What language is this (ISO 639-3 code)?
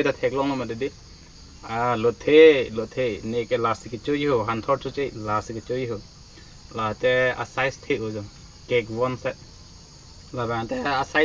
mjw